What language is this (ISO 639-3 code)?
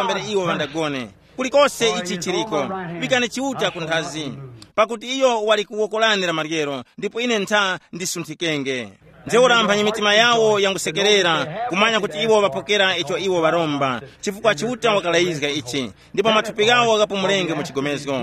tum